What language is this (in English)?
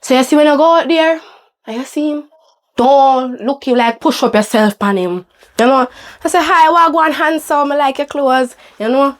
Jamaican Creole English